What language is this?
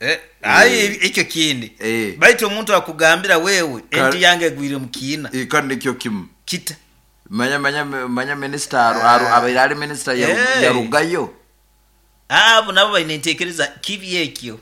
Nyoro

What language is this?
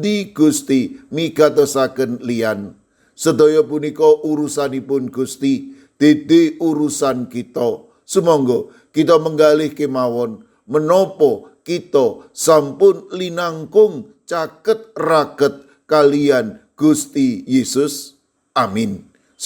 Javanese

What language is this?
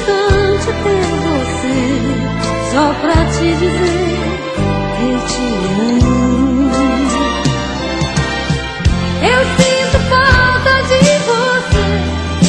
Portuguese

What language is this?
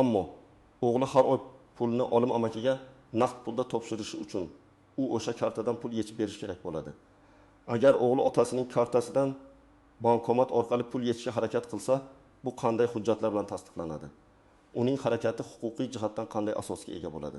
Uzbek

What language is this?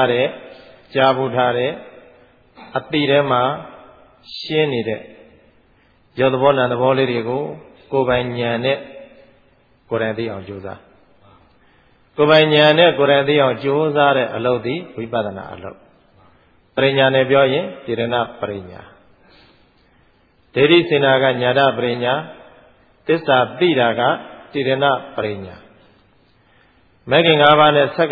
Burmese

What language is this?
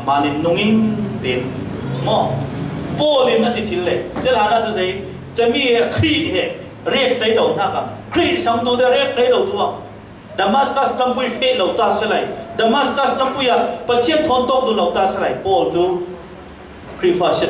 Falam Chin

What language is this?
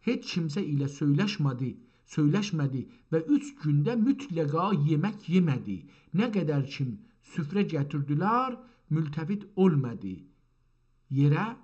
South Azerbaijani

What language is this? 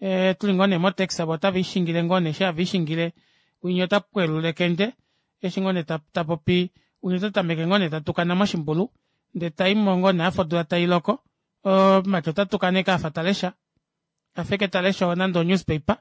Kuanyama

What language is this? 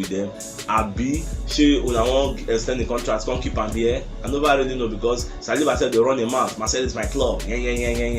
Nigerian Pidgin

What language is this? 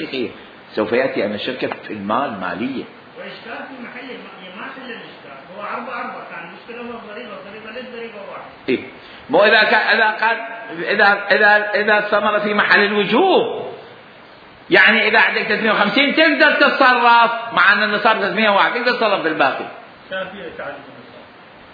Mesopotamian Arabic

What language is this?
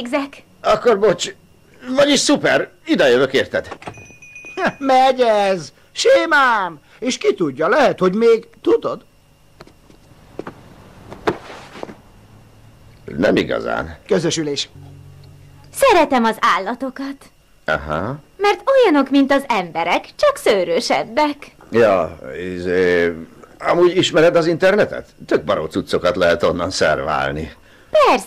Hungarian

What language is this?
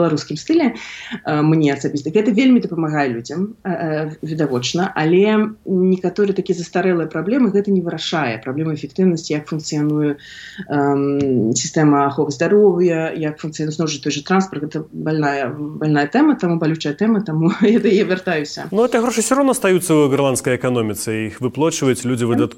Belarusian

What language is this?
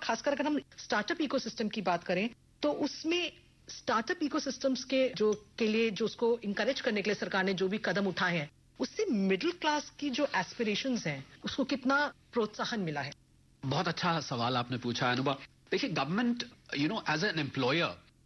Hindi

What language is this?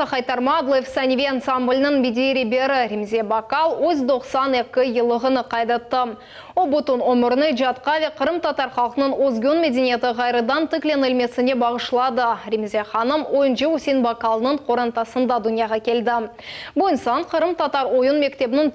Crimean Tatar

